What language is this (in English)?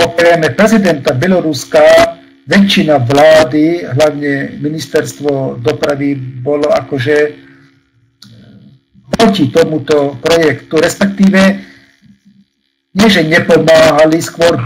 Slovak